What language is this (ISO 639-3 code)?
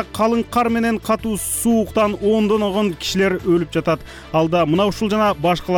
kir